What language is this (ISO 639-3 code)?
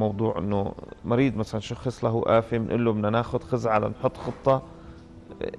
apc